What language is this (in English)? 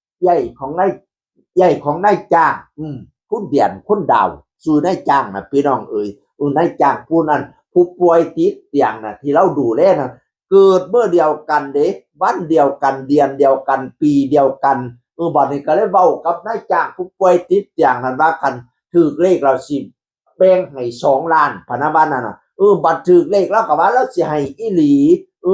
Northeastern Thai